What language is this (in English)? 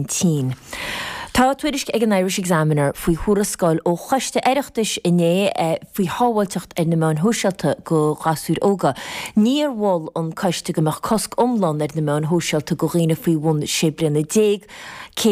Irish